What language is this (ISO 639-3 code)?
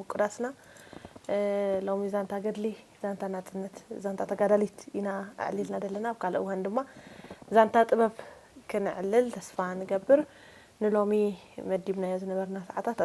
tir